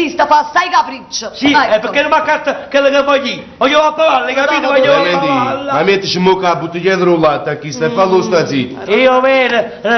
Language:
Neapolitan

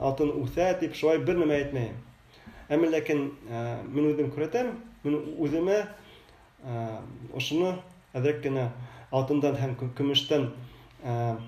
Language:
Bashkir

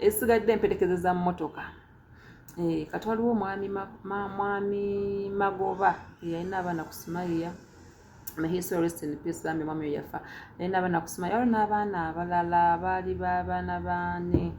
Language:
Ganda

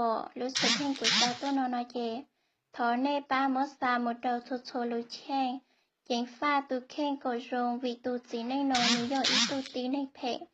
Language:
Hmong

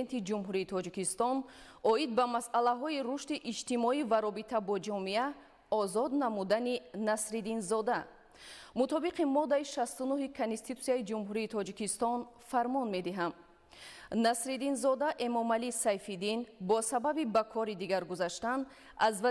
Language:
Tajik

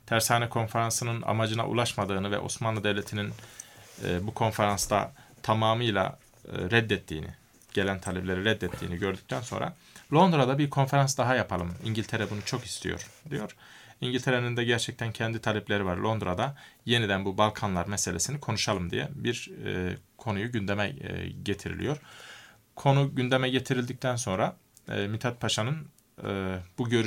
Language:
Turkish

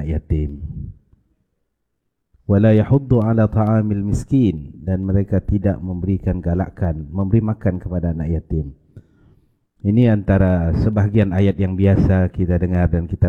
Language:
Malay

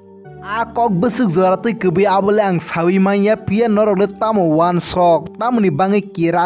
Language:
Kok Borok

